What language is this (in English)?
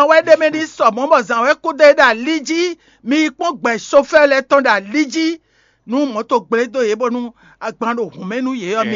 Fon